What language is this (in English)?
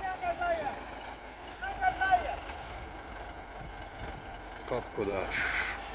Hungarian